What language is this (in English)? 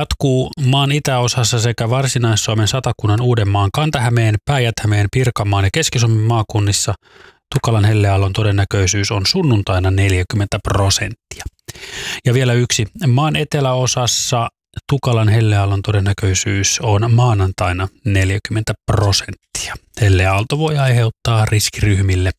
Finnish